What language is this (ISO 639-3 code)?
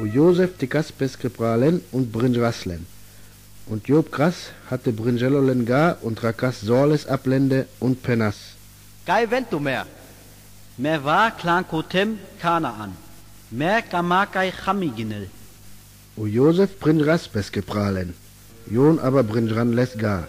rmo